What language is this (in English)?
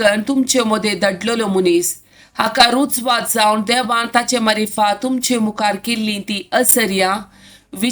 Konkani